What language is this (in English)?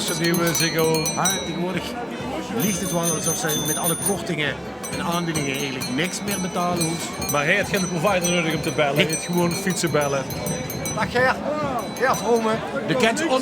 Limburgish